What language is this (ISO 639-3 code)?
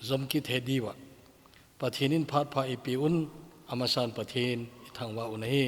tcz